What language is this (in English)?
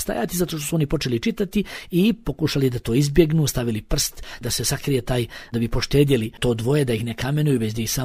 Bosnian